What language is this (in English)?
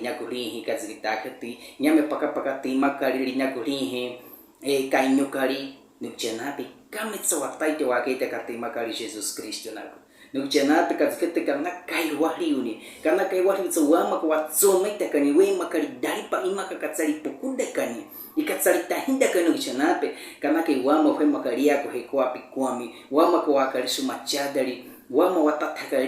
Baniwa